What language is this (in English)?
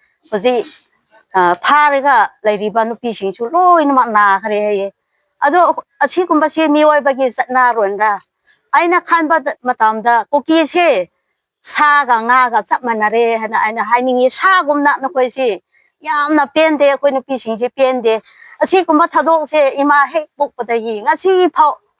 Manipuri